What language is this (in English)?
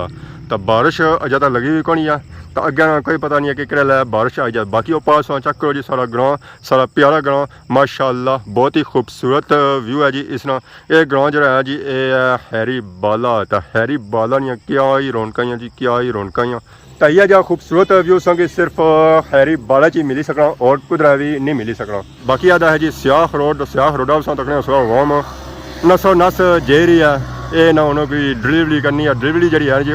Pahari-Potwari